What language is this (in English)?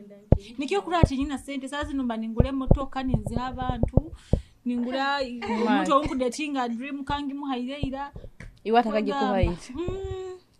Nyoro